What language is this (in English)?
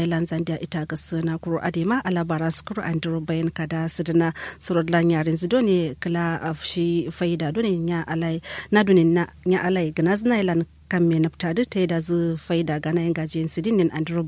Kanuri